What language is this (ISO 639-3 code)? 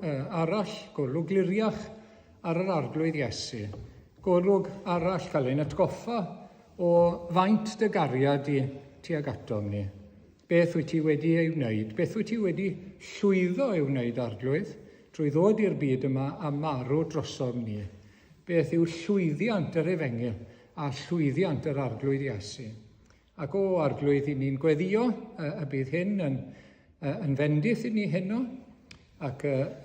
cym